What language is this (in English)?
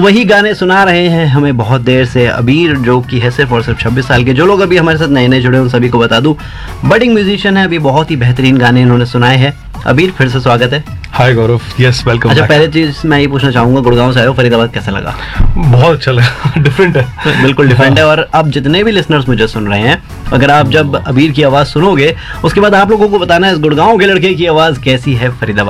Hindi